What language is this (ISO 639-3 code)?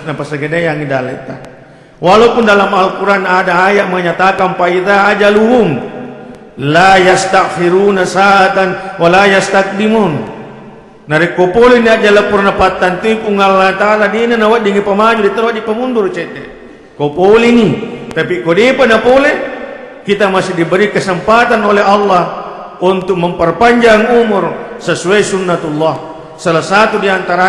bug